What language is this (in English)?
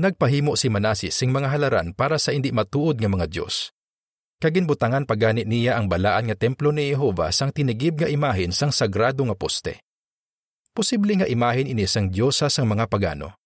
Hiligaynon